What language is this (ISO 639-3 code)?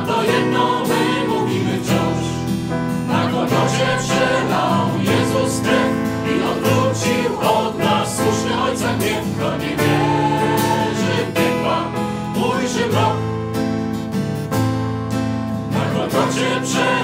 pol